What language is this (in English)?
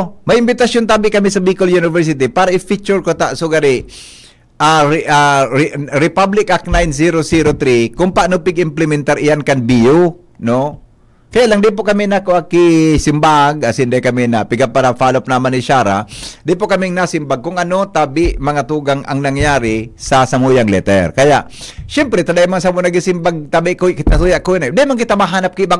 Bikol